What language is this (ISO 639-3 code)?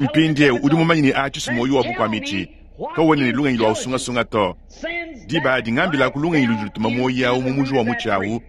lua